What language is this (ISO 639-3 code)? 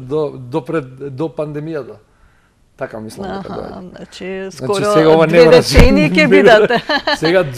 mkd